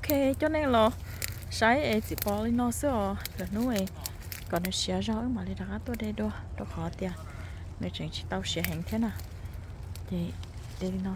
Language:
Hmong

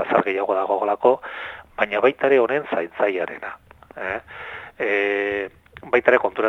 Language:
Basque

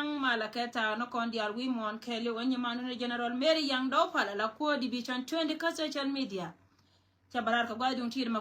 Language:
Nuer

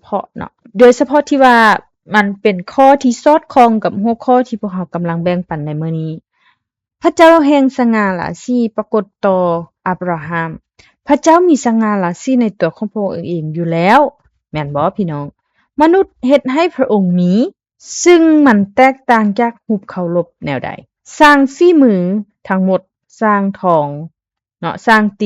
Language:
Lao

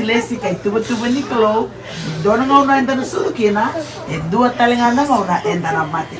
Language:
Fijian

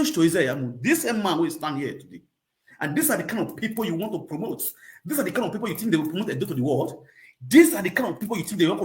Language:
Nigerian Pidgin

